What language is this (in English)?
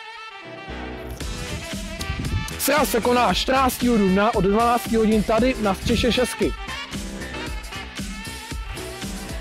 Czech